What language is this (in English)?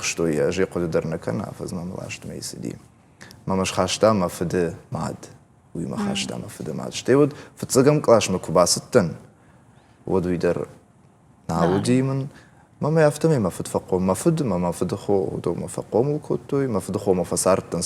Ossetic